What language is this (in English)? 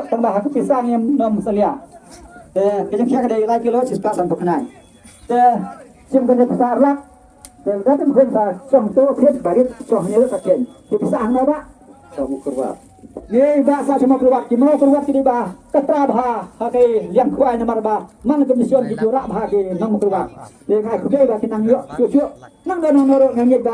Khasi